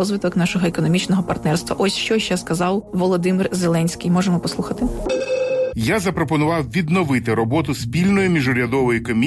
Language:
Ukrainian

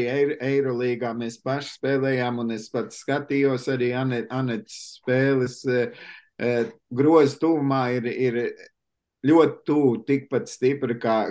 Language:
Latvian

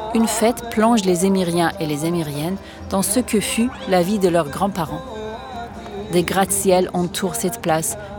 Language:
French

